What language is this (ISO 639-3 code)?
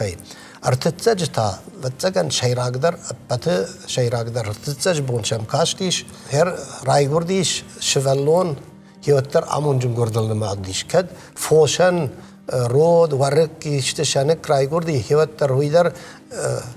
oss